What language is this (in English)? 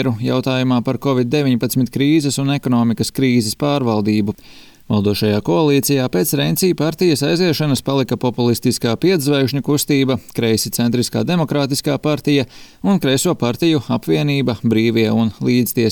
Latvian